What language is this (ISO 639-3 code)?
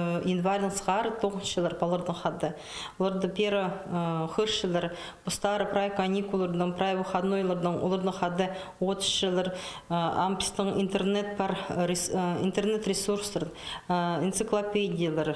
kjh